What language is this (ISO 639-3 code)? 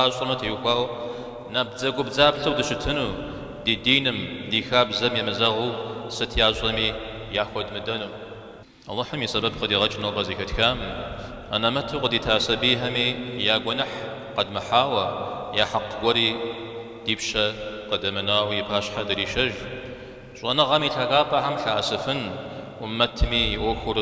kbd